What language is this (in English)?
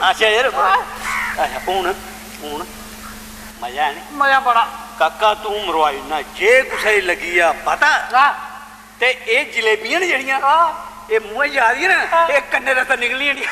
Dogri